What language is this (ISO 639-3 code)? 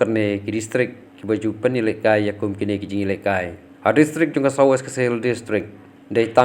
kha